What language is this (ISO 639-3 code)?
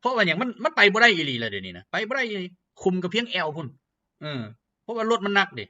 lao